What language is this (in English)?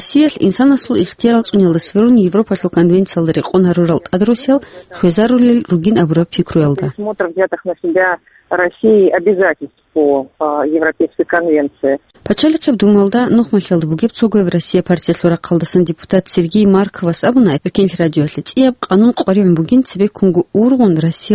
Avaric